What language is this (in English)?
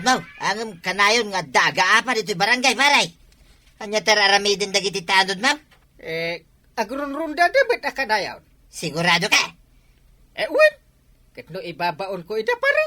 Iloko